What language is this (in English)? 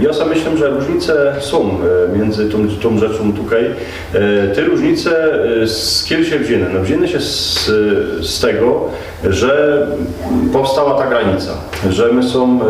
Silesian